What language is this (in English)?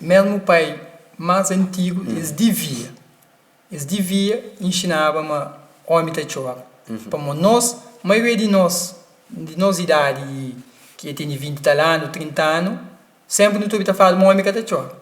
Kabuverdianu